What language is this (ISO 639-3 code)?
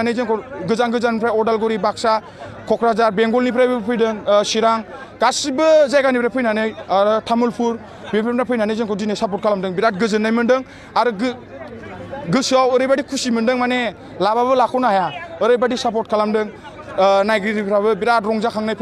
brx